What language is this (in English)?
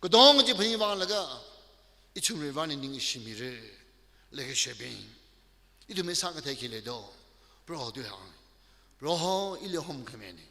Tangkhul Naga (India)